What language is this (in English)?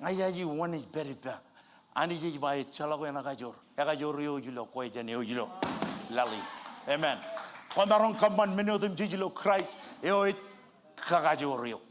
Marshallese